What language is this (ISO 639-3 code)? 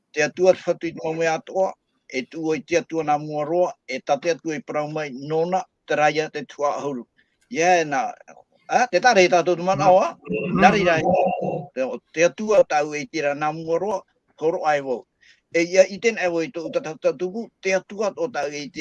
tah